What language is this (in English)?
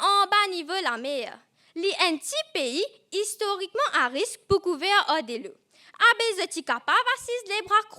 Morisyen